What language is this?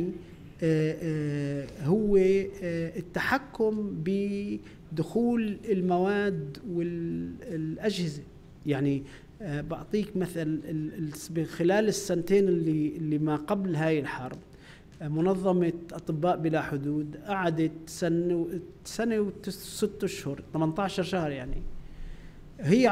North Levantine Arabic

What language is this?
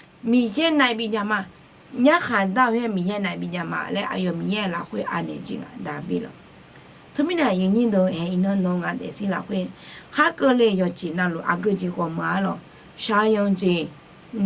Akha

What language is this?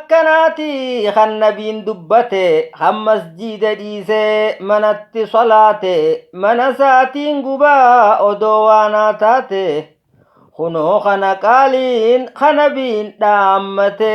Oromo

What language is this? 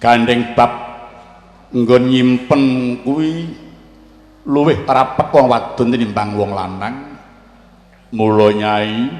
Javanese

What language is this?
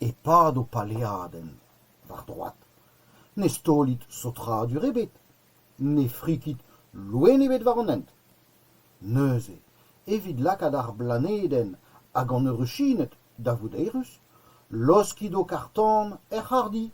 Breton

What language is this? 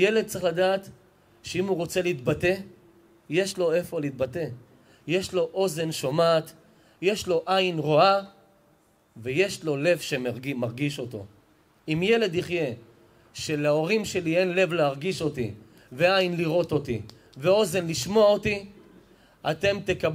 Hebrew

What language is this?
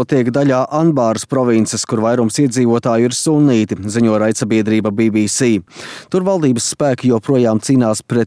Latvian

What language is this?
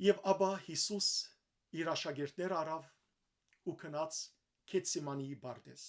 Western Armenian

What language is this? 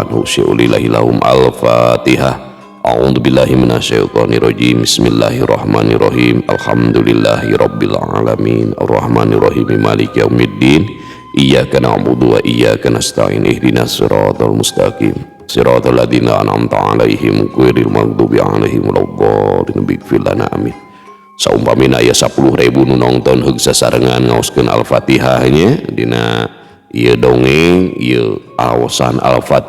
Sundanese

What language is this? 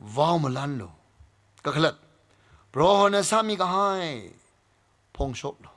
Tangkhul Naga (India)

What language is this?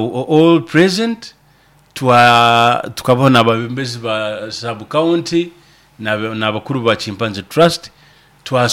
Nyoro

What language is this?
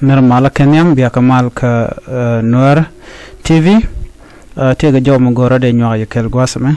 Nuer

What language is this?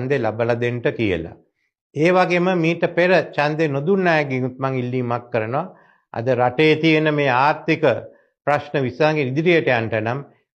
Sinhala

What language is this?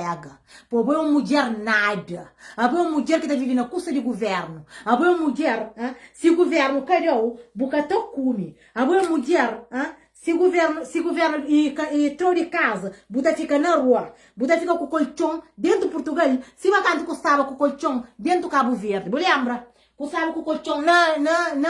Kabuverdianu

